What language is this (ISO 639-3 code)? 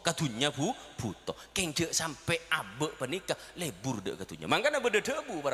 mad